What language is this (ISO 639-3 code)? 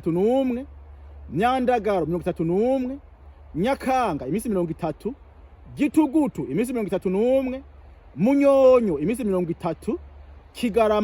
run